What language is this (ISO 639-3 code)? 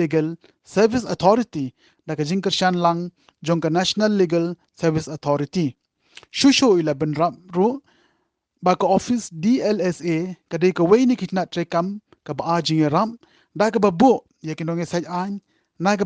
kha